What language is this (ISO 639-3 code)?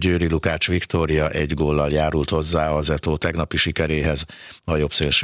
hun